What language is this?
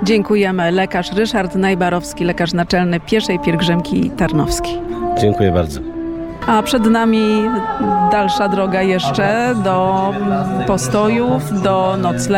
Polish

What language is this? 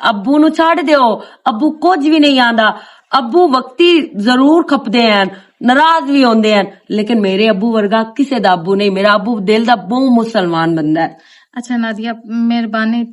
Western Panjabi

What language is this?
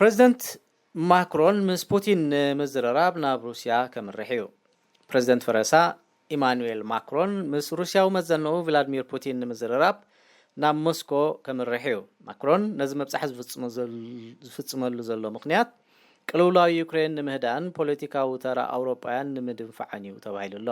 Tigrinya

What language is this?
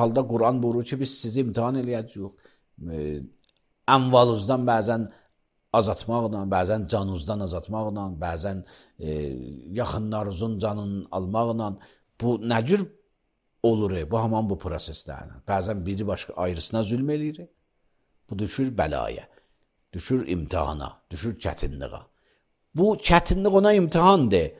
Azerbaijani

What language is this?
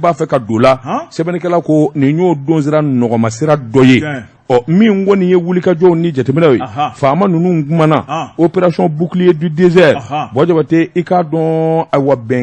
Bambara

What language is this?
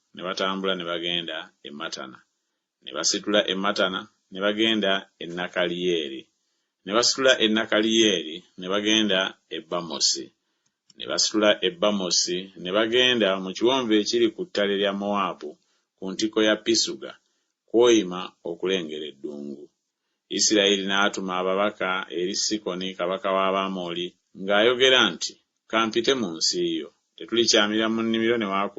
Ganda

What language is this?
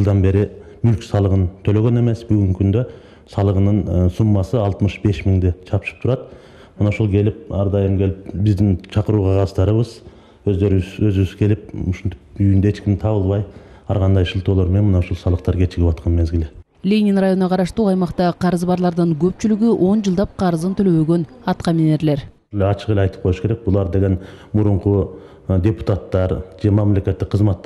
Kyrgyz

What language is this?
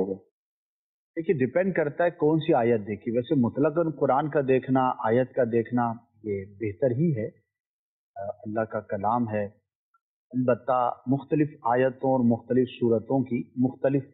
Urdu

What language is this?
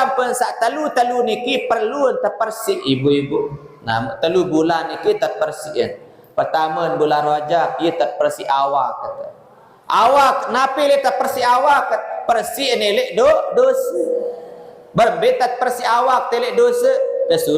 Sasak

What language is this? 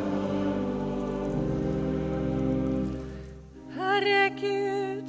Swedish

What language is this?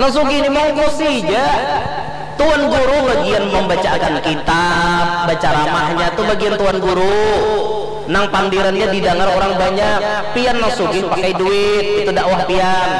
Banjar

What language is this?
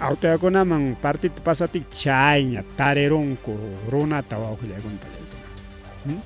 Ayacucho Quechua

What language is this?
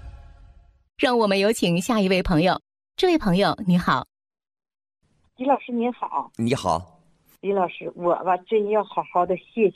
Chinese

